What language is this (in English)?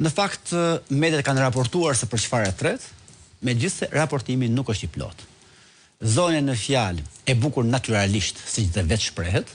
Albanian